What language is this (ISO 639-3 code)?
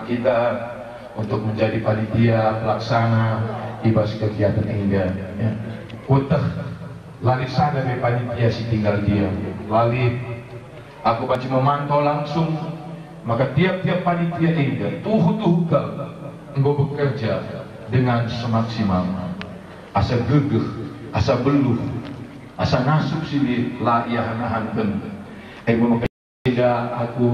btx